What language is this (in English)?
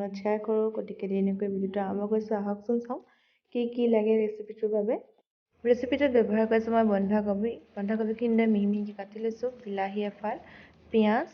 Assamese